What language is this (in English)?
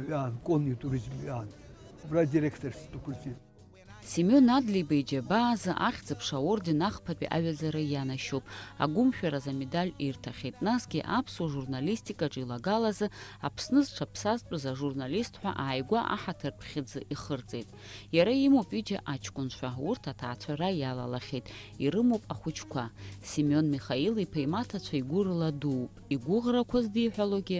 Abkhazian